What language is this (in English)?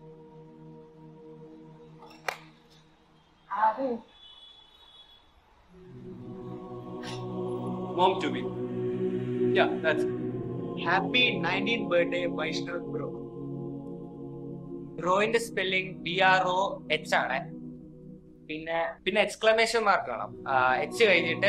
Malayalam